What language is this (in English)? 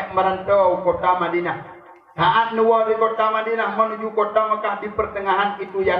Achinese